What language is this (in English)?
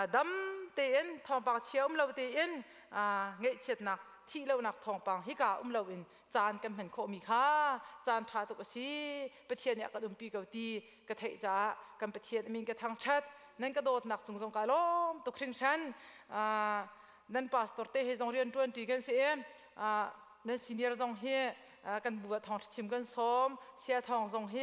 Hakha Chin